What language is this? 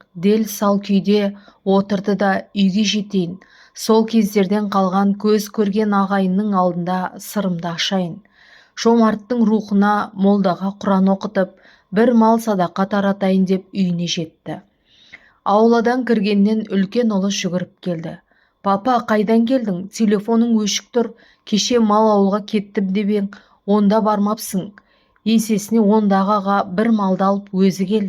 Kazakh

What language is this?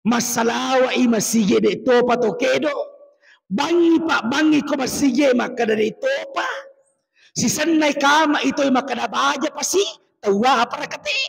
Buginese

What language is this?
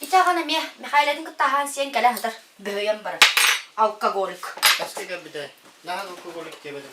Yakut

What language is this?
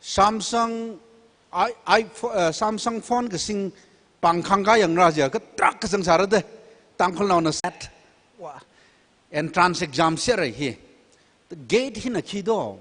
Tangkhul Naga (India)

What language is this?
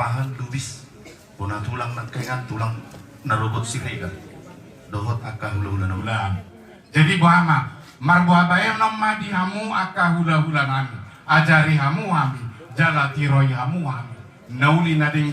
Batak Toba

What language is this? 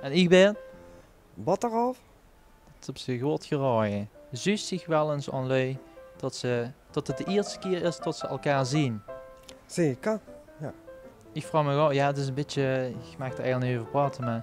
Limburgish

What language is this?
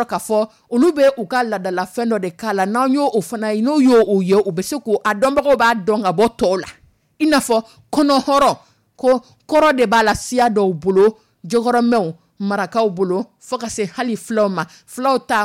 Dyula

